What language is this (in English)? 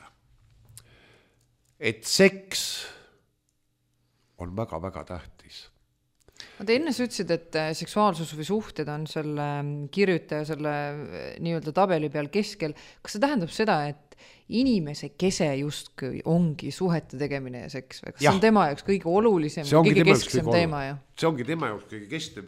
Estonian